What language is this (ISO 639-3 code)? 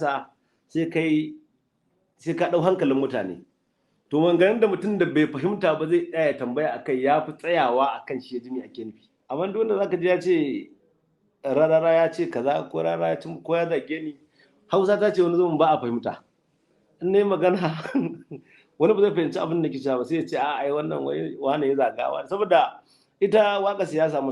hau